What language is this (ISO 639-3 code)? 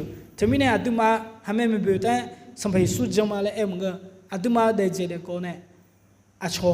ahk